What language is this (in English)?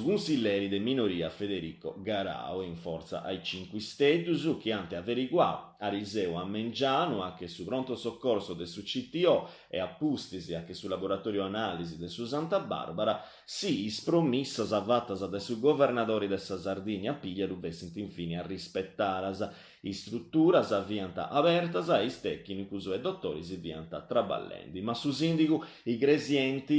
Sardinian